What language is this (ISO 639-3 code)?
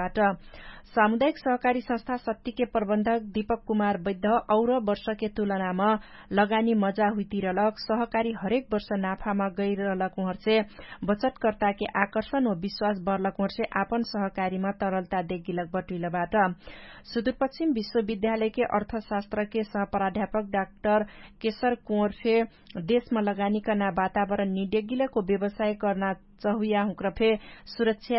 thl